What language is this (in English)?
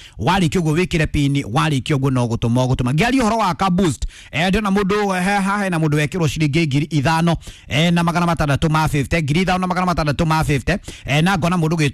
Kikuyu